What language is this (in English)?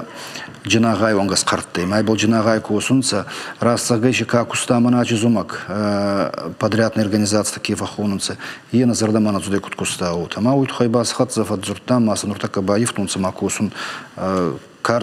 Ossetic